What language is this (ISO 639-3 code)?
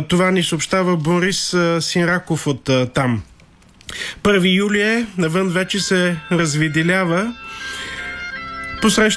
bul